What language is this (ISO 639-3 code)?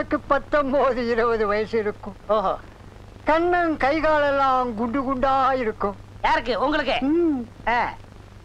tam